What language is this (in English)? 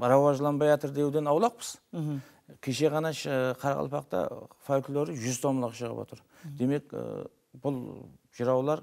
Kara-Kalpak